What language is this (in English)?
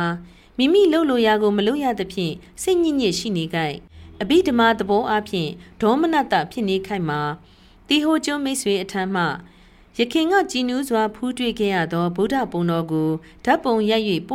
Burmese